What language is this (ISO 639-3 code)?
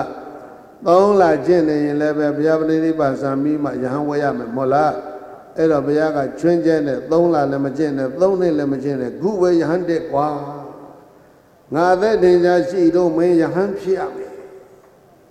mya